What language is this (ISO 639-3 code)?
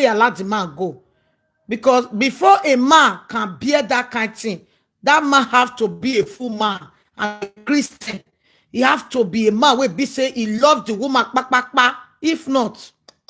pcm